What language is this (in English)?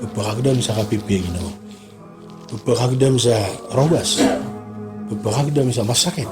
Maranao